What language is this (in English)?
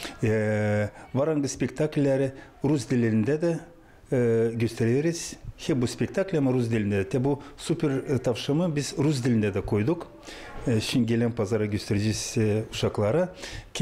Gagauz